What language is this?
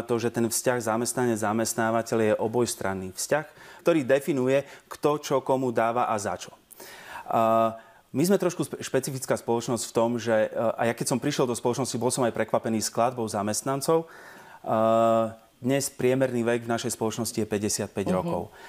Slovak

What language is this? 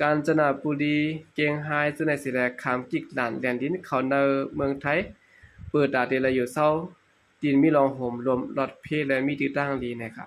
Shan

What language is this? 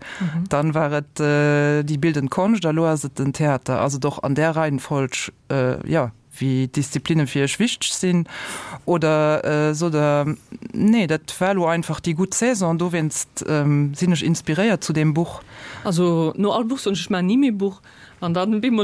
Luxembourgish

